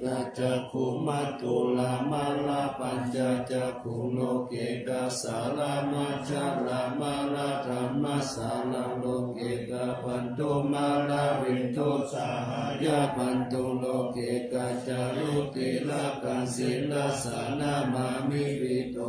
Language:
Pali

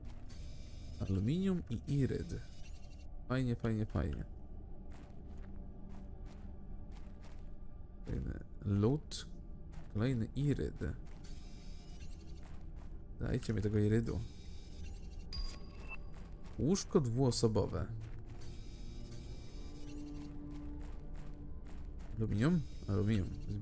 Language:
Polish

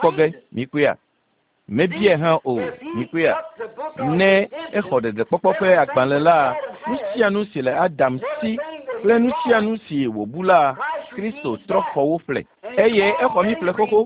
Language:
Ewe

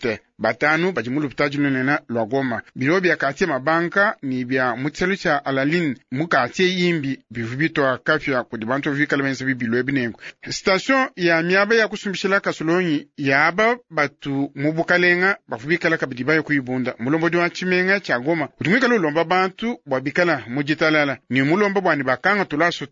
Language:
Luba-Lulua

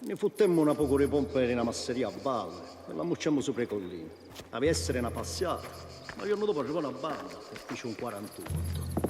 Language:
Sicilian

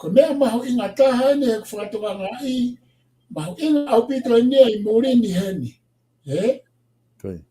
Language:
Tongan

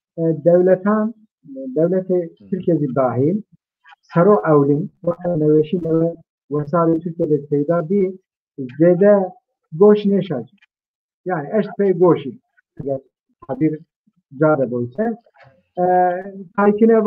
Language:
Zaza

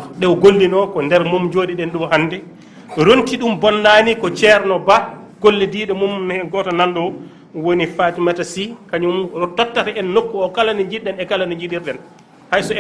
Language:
Fula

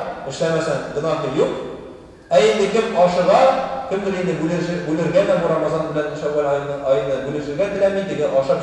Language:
Tatar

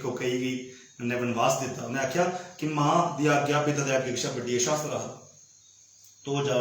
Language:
Dogri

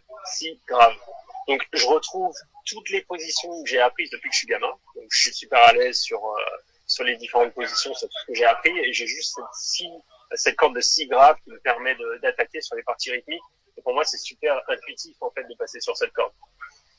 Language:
French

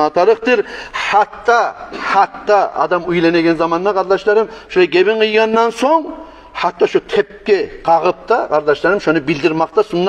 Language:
Kumyk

